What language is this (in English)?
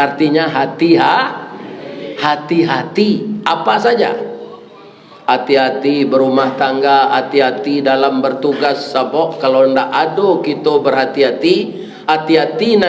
Minangkabau